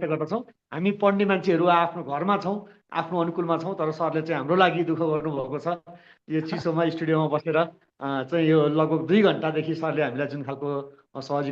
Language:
Nepali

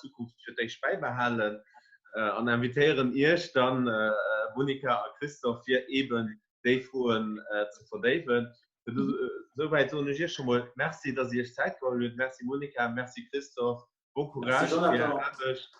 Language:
Luxembourgish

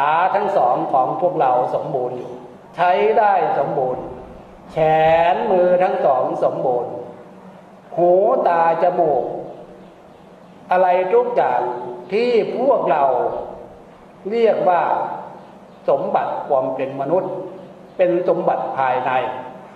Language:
Thai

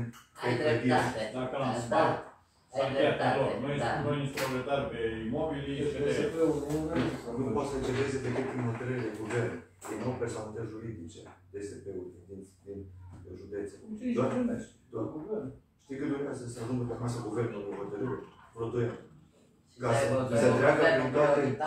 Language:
Romanian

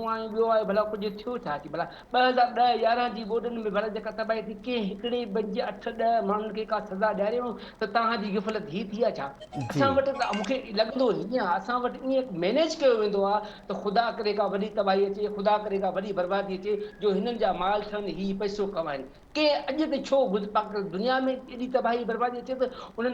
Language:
Sindhi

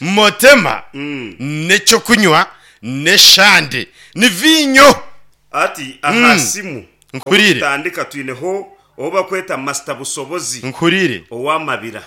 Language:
Nyankole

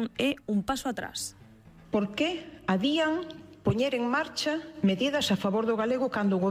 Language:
Galician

